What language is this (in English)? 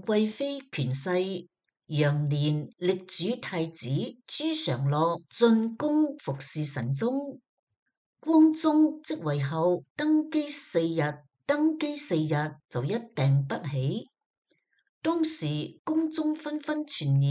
Cantonese